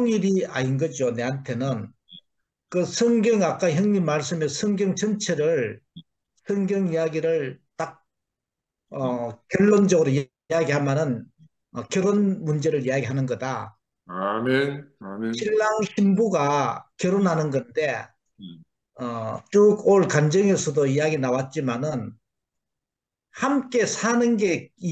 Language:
Korean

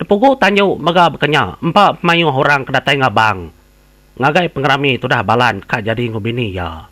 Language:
Iban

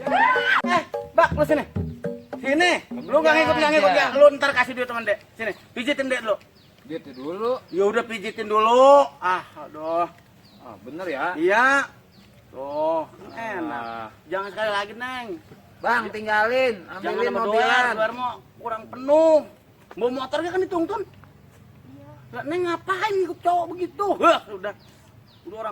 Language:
Betawi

